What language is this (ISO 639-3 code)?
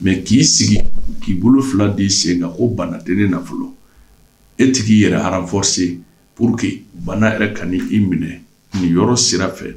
bam